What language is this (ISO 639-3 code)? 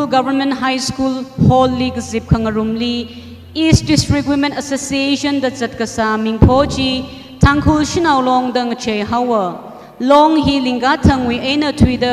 nmf